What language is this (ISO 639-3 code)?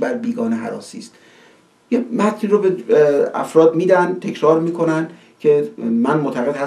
fas